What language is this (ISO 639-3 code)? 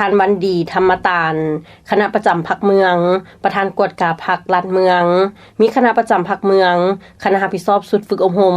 lao